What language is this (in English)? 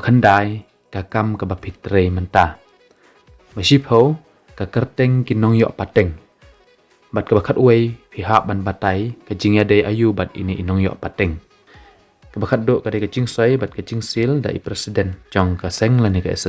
Khasi